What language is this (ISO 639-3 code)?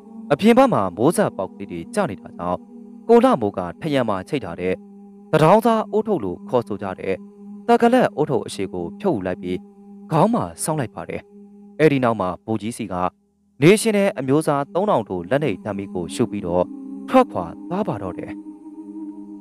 mya